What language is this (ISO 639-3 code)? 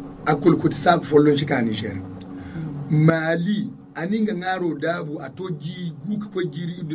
dje